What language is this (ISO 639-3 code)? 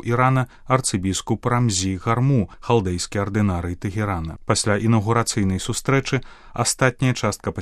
bel